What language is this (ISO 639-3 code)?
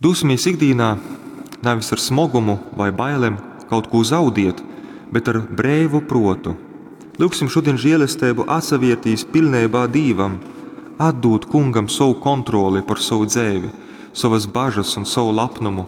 ltg